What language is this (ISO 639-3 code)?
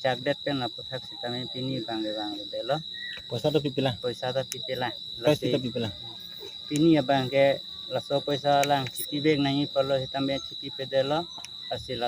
mjw